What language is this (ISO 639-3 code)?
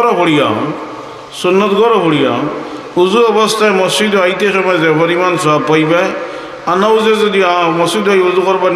syl